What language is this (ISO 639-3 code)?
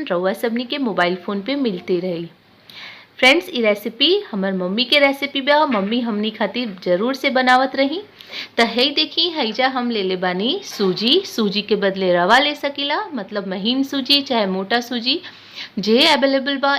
bho